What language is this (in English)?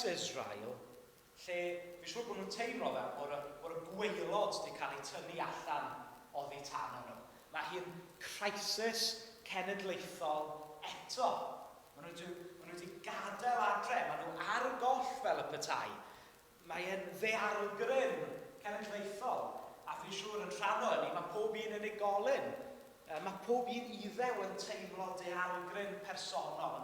Welsh